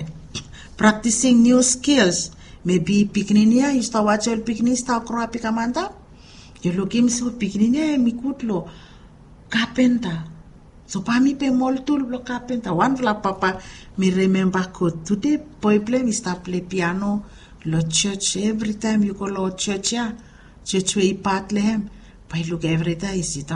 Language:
Bislama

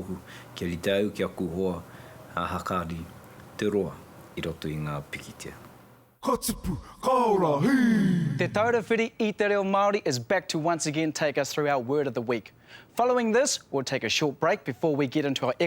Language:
Māori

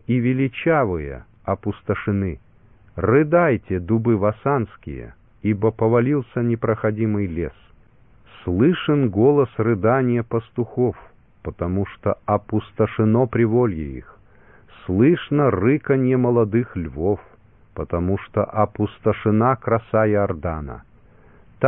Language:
Russian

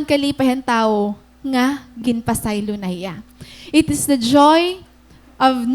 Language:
Waray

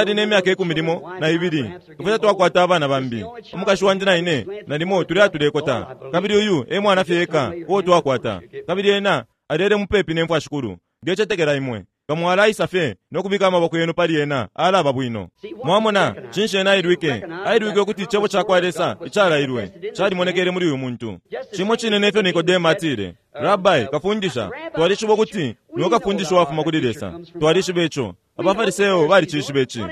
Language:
Bemba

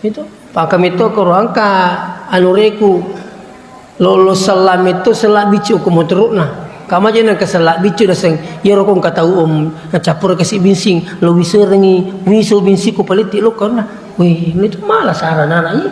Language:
Buginese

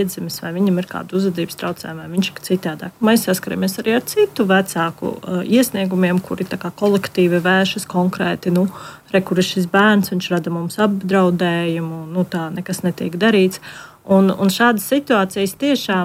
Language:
Latvian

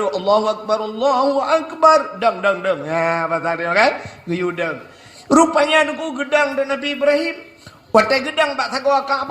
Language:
Achinese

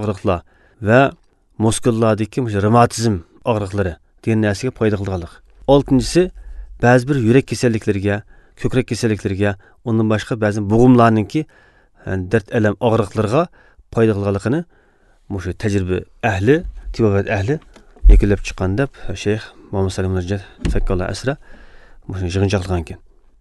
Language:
Uzbek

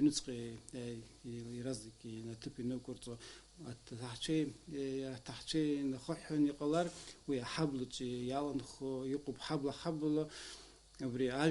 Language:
Abkhazian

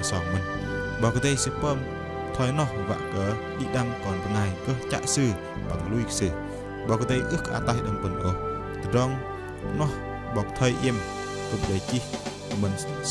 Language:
Bahnar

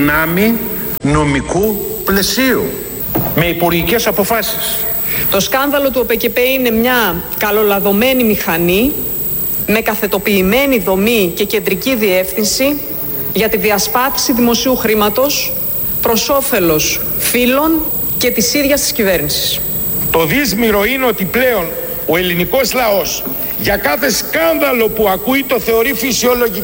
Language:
Greek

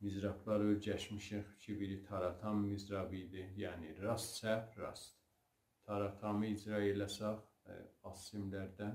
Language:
South Azerbaijani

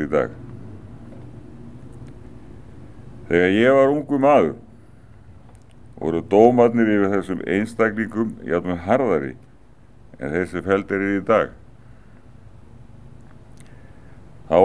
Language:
Icelandic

